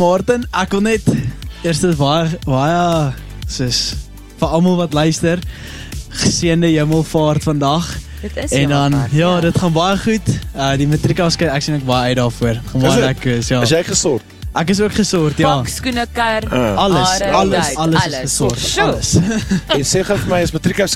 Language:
Afrikaans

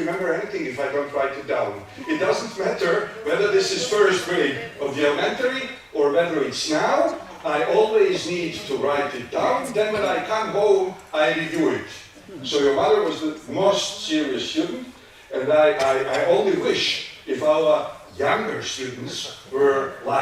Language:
Ladino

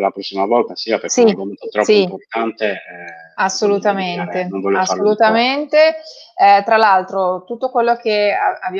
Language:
Italian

